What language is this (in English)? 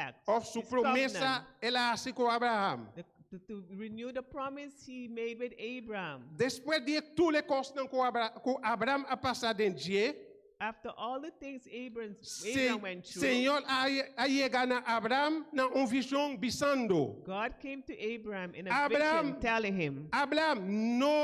Papiamento